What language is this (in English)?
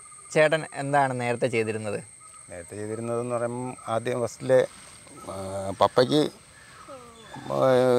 Malayalam